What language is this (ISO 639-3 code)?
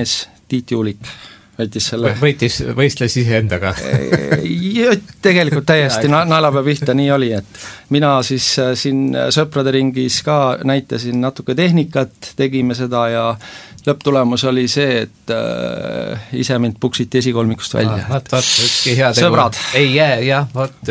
est